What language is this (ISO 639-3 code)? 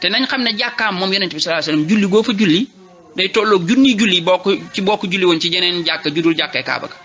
wol